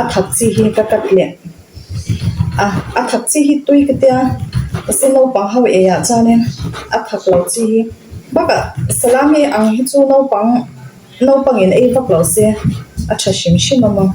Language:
Mizo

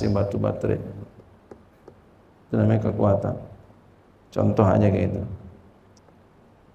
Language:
Indonesian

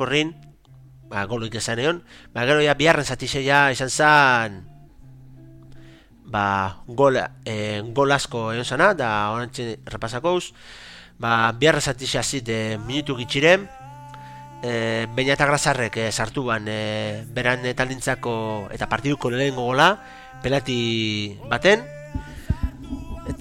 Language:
Basque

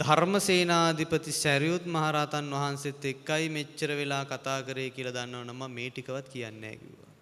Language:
Sinhala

